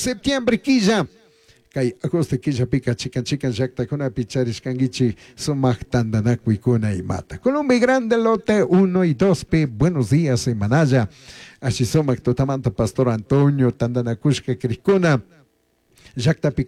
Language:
Chimborazo Highland Quichua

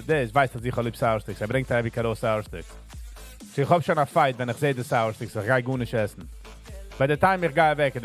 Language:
Yiddish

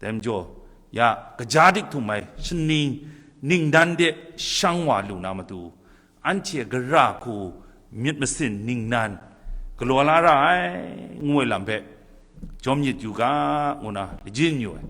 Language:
Kachin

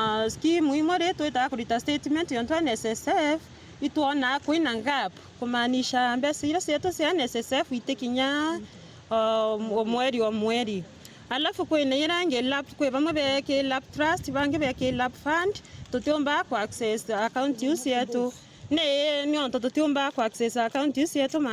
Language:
Meru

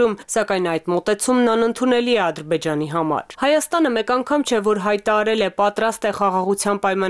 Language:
Armenian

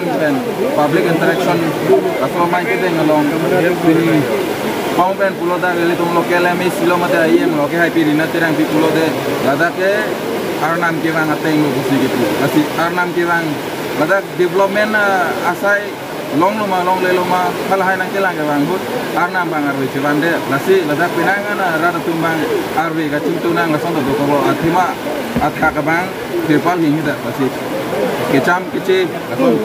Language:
Karbi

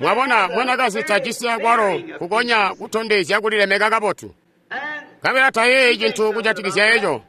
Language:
Tonga (Zambia)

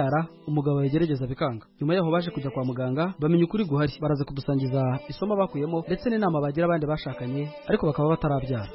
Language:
Kinyarwanda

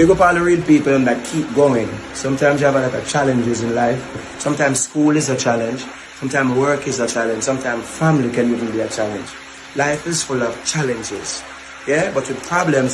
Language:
Jamaican Creole English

